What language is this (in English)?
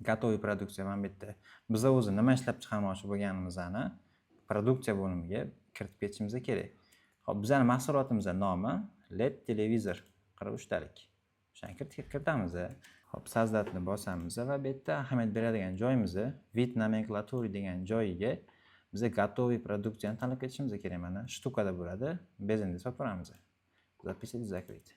Uzbek